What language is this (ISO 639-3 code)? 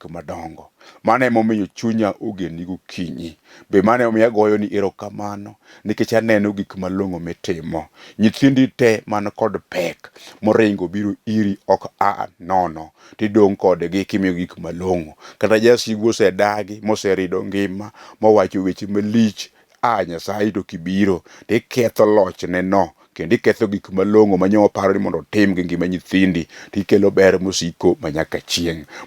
luo